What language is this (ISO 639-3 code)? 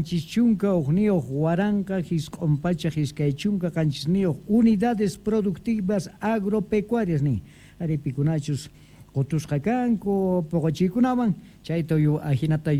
quh